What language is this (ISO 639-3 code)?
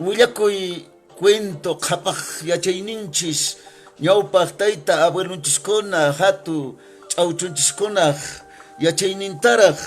que